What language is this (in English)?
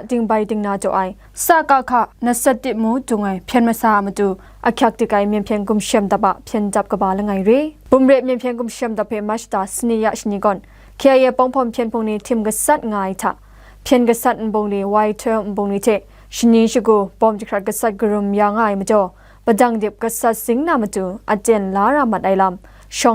Kachin